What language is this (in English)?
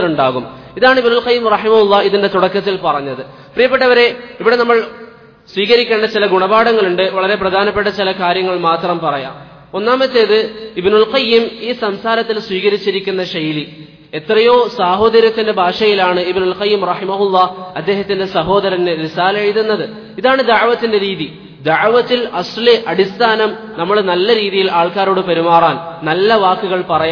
Malayalam